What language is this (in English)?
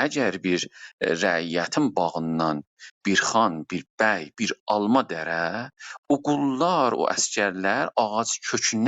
South Azerbaijani